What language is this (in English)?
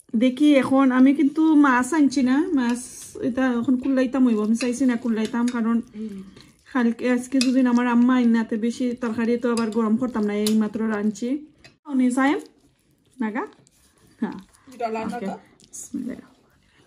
Sylheti